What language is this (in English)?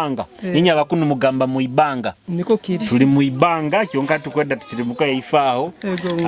Nyoro